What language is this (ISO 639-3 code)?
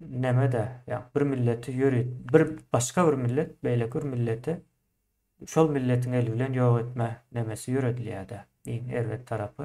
tuk